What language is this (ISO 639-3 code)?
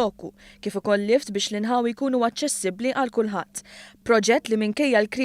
mlt